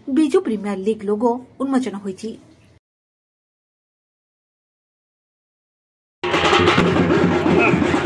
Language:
Odia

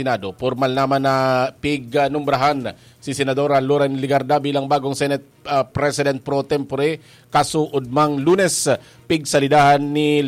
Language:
Bikol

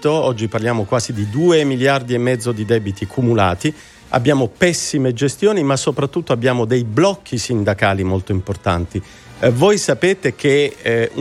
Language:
Italian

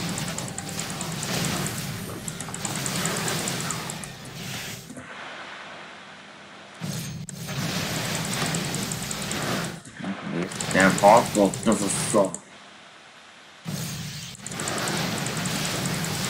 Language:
Hungarian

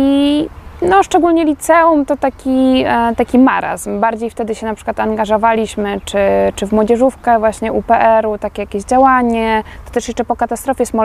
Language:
Polish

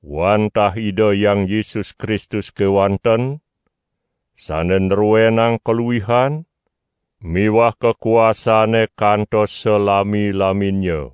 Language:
Balinese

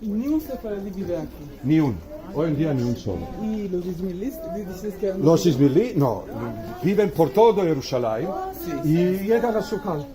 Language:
Ladino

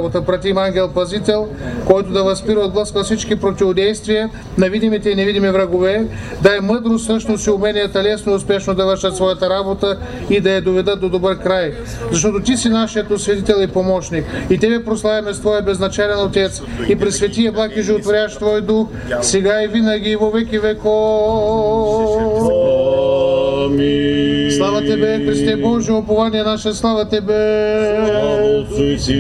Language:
Bulgarian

